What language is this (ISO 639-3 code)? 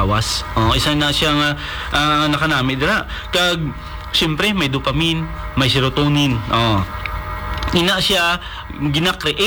hil